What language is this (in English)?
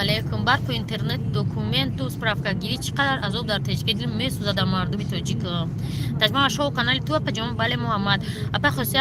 Tajik